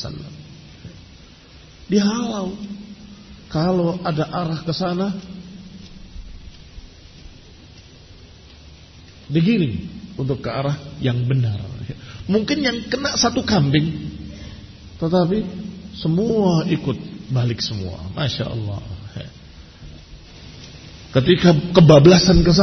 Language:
Indonesian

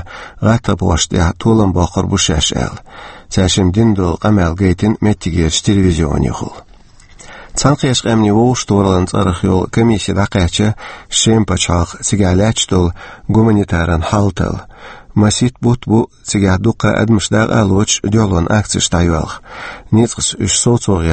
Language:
Chechen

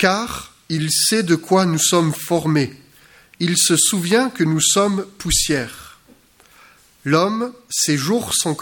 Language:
French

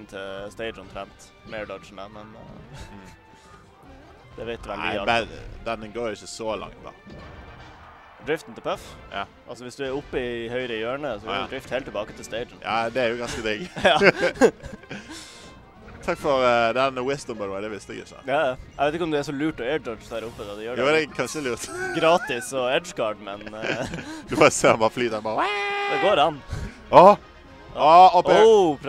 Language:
Norwegian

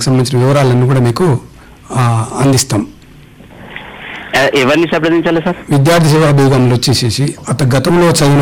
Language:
Telugu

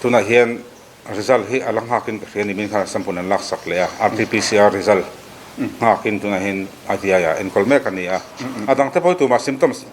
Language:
Mizo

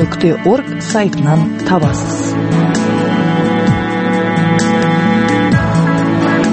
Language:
Kazakh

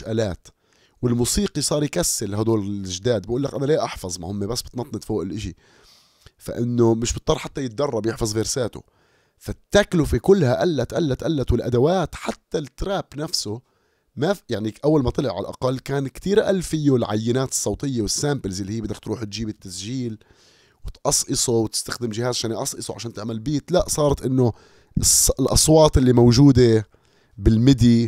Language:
North Levantine Arabic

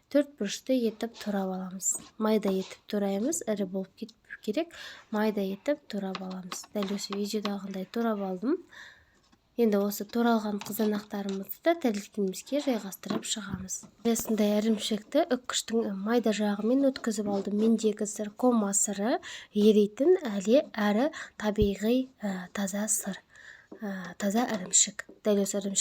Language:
Kazakh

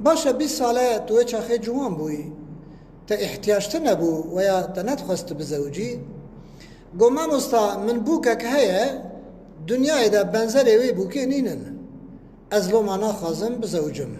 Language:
Kurdish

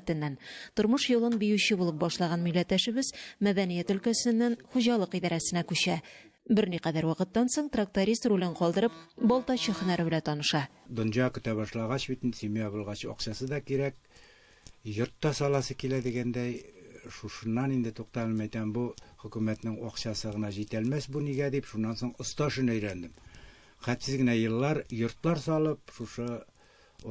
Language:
Tatar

